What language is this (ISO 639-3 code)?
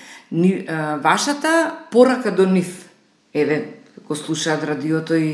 mkd